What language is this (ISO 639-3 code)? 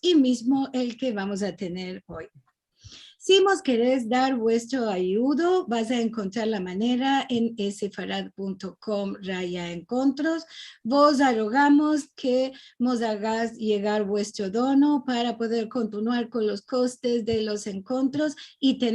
lad